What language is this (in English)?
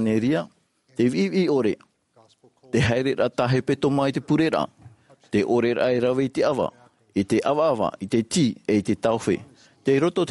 Tahitian